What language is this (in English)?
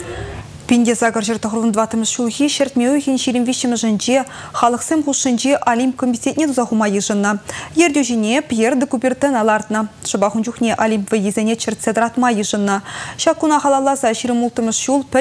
Chuvash